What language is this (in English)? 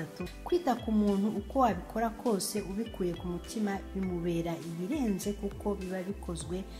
Kinyarwanda